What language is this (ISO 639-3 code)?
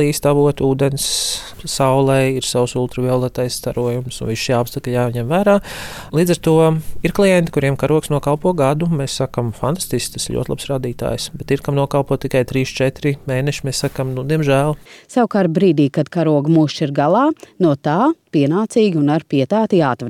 lav